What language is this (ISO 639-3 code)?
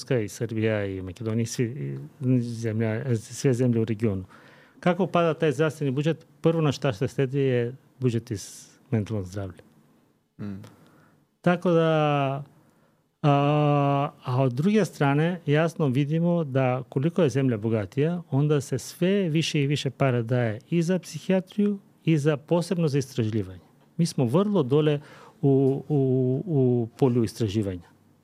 srp